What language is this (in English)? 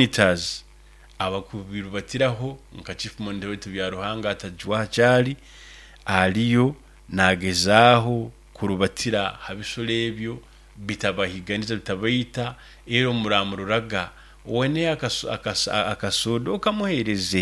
Nyoro